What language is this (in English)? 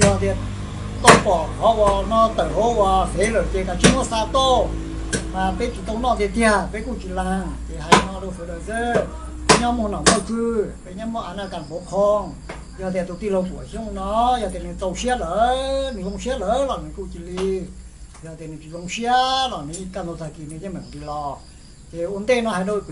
Hmong